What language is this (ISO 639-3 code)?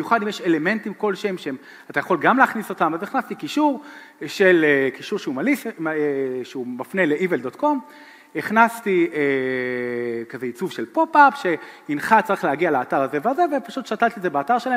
heb